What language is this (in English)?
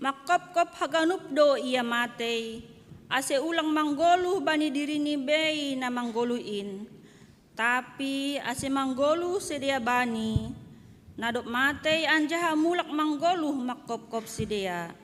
Batak Simalungun